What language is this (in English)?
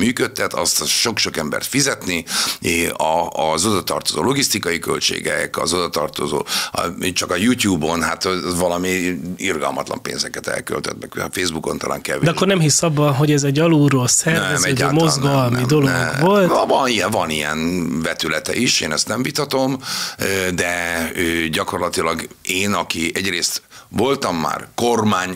Hungarian